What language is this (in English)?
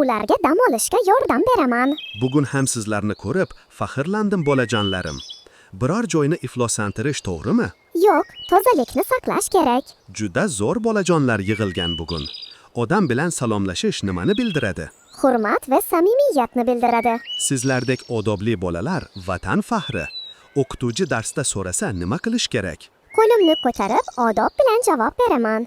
Uzbek